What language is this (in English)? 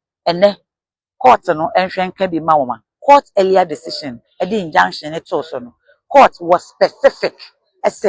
Akan